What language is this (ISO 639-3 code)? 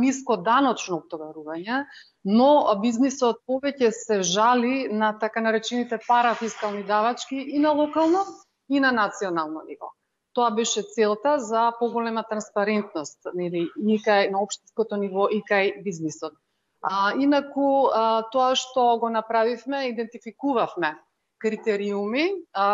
mkd